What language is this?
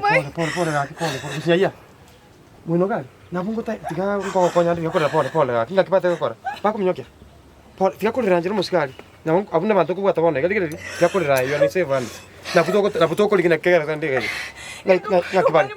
Gusii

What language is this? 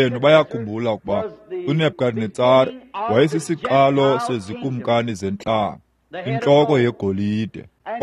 Xhosa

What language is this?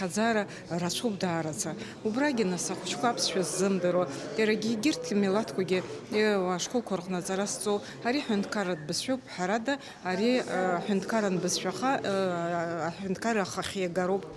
Abkhazian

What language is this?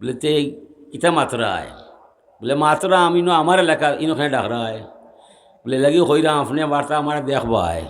Sylheti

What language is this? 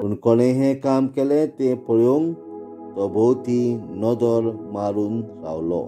Konkani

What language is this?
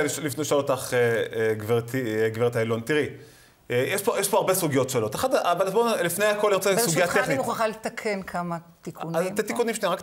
Hebrew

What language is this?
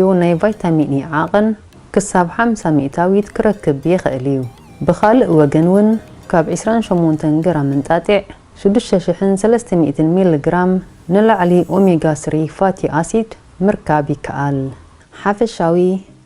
Tigrinya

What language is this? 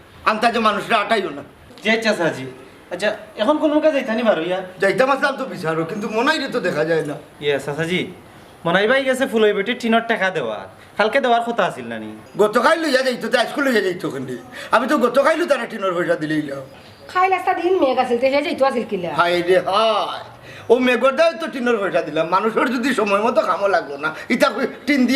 Sylheti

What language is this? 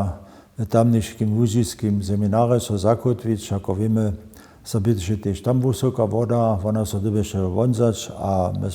Upper Sorbian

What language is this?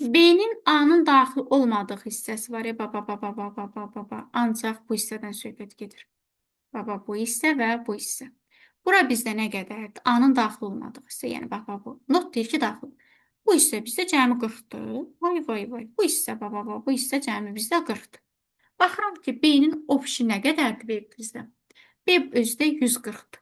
Azerbaijani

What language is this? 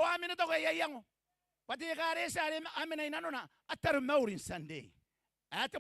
Gilbertese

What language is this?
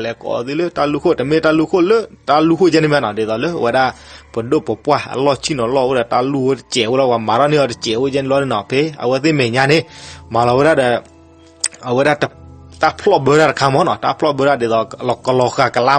S'gaw Karen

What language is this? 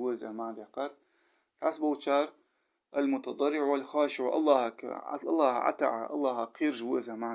Ingush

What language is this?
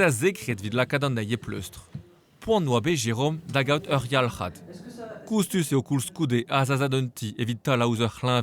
Breton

